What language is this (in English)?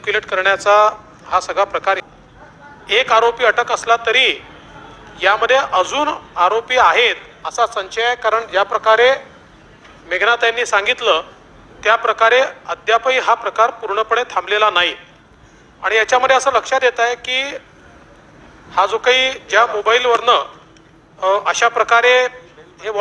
Marathi